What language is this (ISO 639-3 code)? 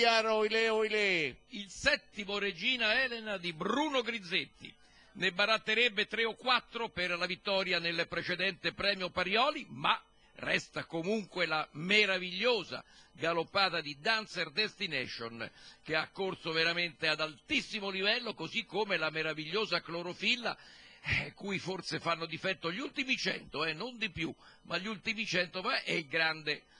ita